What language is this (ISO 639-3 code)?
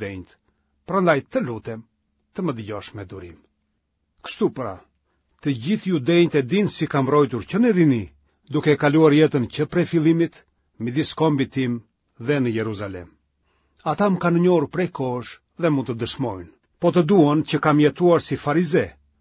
sqi